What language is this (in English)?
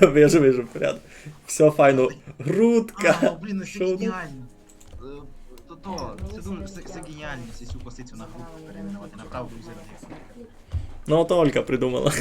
Rusyn